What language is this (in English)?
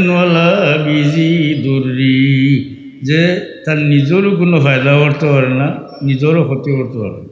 Sylheti